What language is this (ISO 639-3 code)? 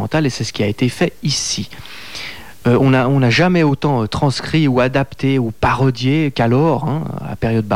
fra